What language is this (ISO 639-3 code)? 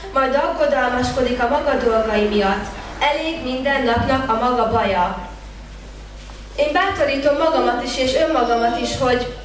hun